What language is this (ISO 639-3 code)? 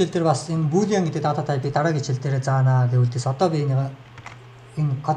mon